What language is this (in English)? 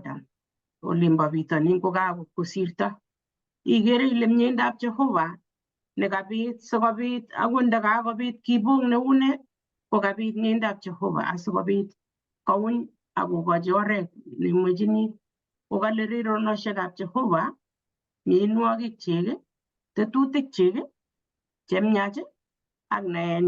Kalenjin